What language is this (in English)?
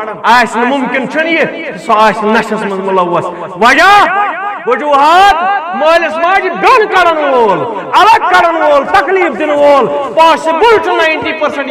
Kashmiri